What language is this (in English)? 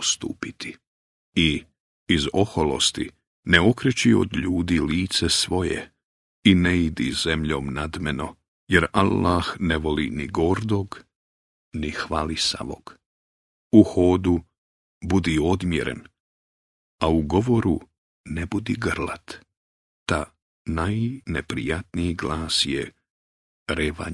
Bosnian